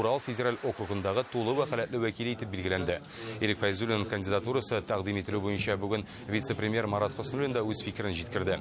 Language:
Tatar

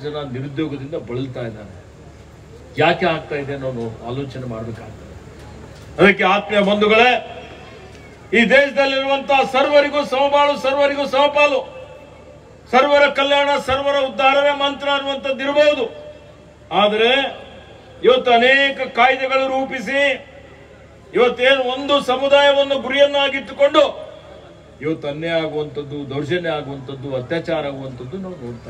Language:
Kannada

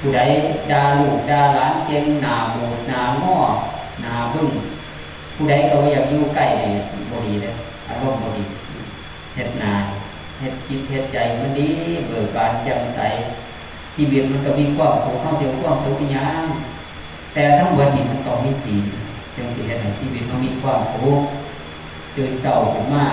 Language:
Northeastern Thai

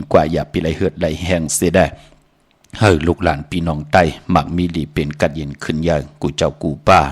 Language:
Shan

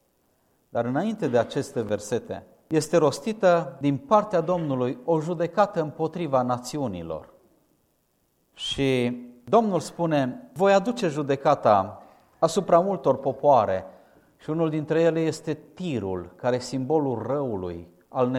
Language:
Romanian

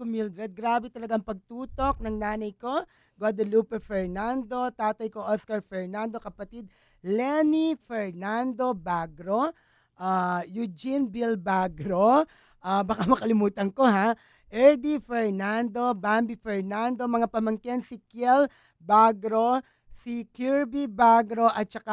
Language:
Filipino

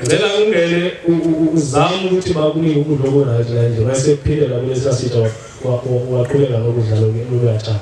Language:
Zulu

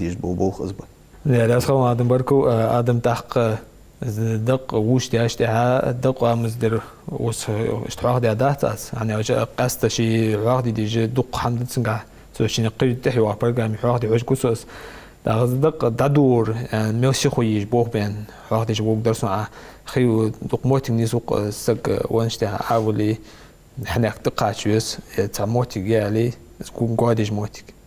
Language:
Ingush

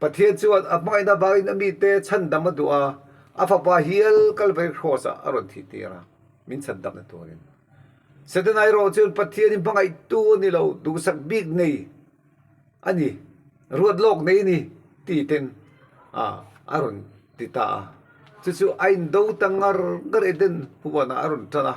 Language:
Mizo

